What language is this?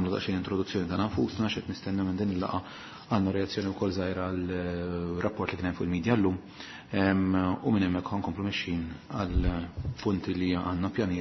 Maltese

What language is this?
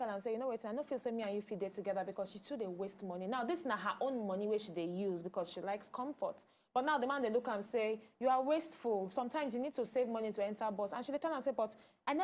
Nigerian Pidgin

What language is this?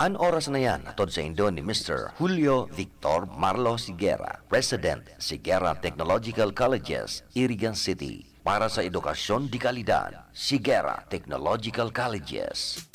Bikol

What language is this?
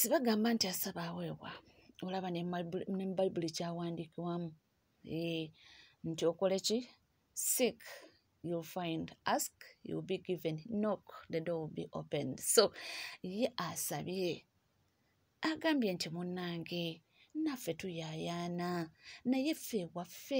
Ganda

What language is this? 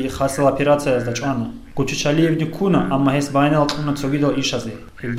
Avaric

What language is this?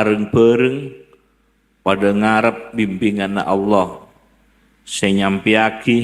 Madurese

